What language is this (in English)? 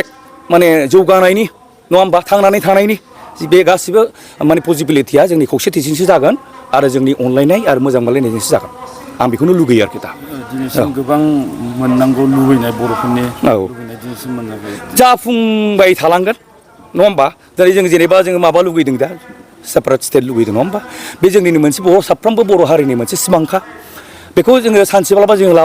Bodo